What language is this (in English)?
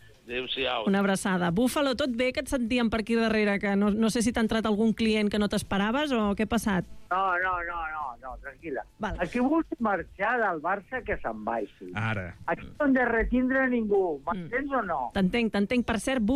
Catalan